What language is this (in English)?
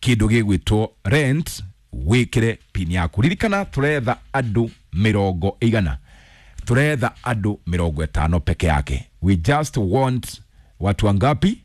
Kikuyu